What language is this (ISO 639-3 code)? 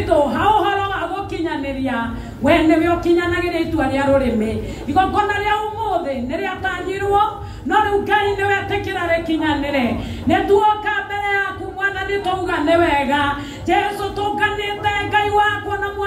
kik